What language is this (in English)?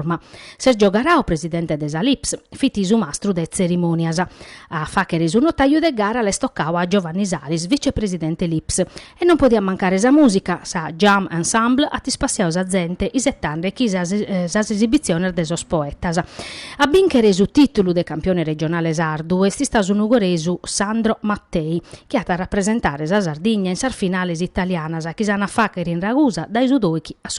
Sardinian